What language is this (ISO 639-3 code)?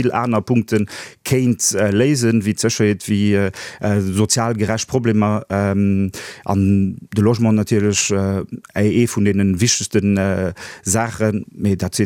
ltz